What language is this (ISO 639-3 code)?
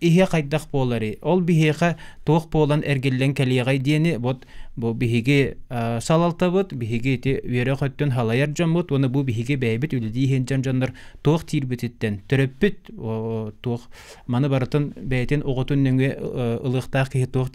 sah